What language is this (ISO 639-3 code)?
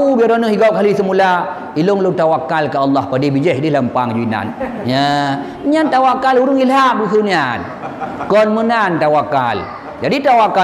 ace